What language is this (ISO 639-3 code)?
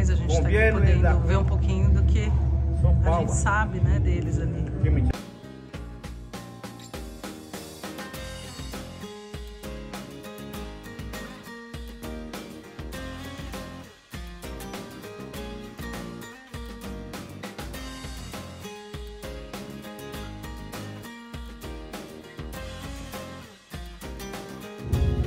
por